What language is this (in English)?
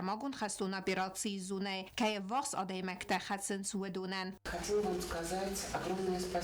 Ossetic